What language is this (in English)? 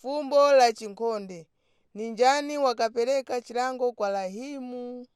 Nyanja